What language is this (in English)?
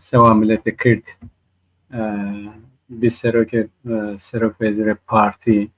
Zaza